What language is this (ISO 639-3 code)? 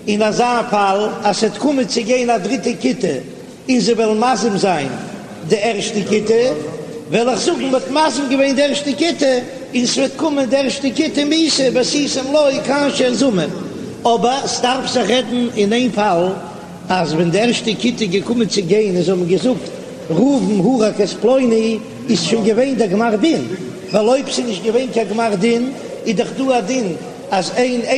yid